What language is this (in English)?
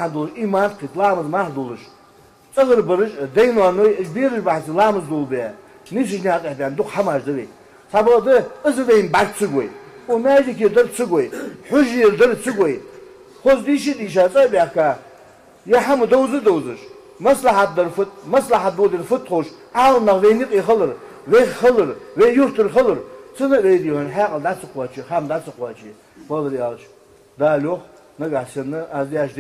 Ingush